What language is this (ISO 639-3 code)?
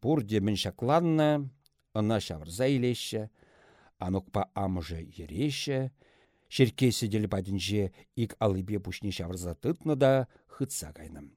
chv